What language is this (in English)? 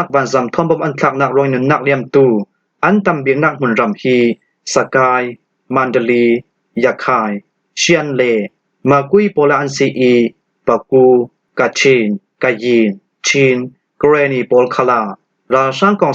Falam Chin